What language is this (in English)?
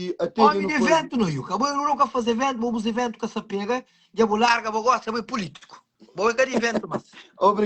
Kabuverdianu